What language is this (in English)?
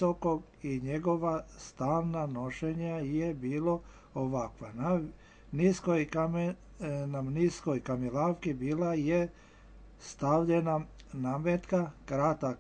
Serbian